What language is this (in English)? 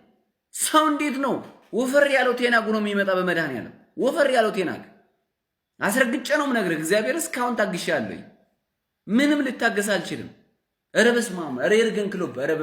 Amharic